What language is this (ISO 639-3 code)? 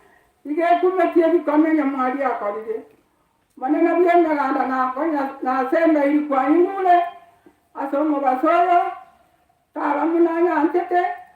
guz